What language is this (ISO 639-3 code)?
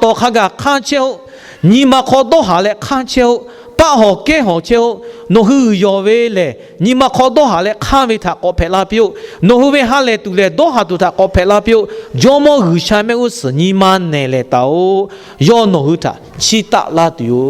lhu